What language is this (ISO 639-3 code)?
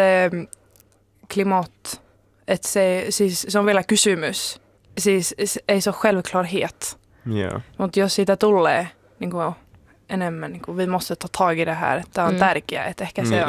fin